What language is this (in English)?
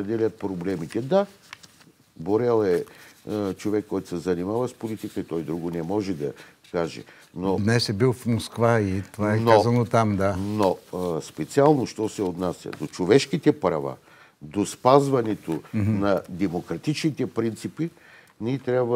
Bulgarian